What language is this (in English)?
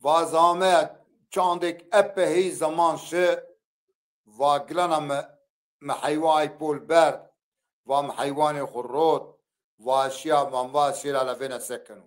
Zaza